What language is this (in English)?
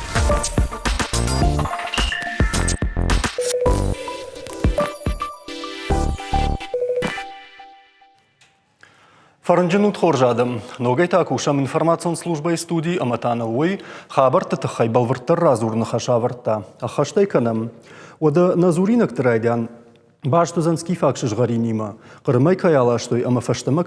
Ossetic